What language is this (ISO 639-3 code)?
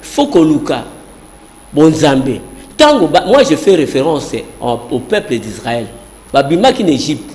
lin